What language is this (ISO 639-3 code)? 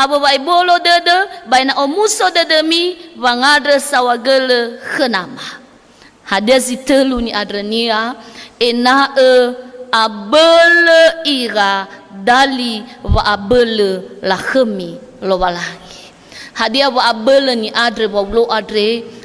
nia